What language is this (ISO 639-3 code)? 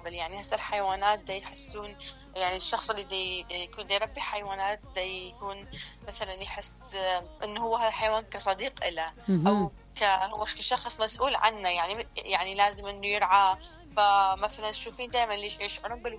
acm